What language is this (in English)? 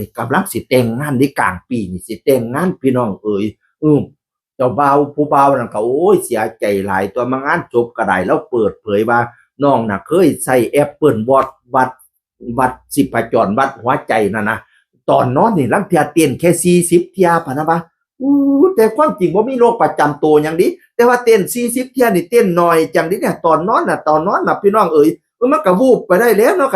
Northeastern Thai